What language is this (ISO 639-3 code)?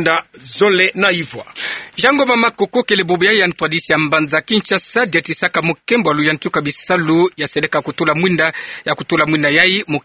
ktu